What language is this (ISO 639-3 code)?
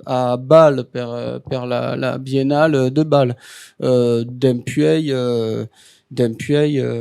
oci